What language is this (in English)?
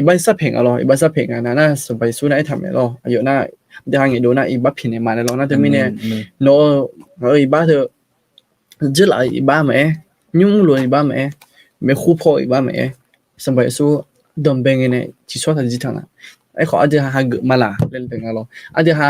Akha